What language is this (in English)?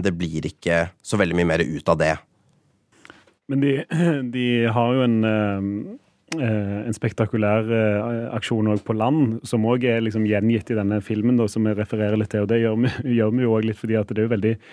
Norwegian